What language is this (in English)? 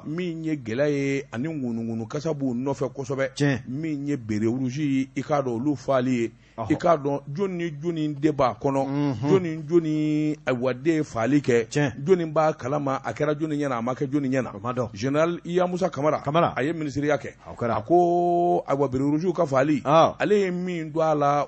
Bambara